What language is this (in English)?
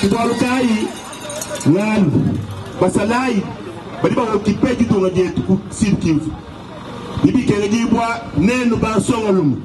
Luba-Lulua